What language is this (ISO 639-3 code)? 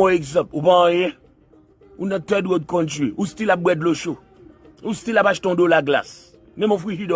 hat